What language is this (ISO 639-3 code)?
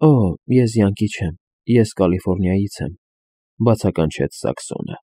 hye